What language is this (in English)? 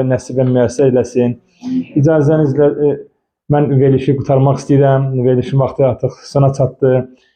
Azerbaijani